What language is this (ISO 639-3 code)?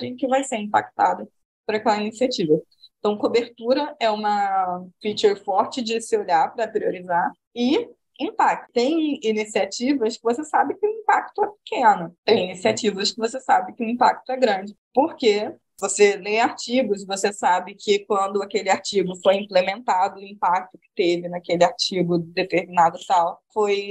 por